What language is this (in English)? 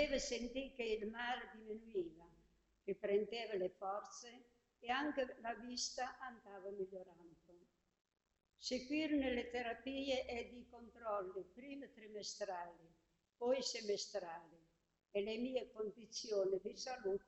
Italian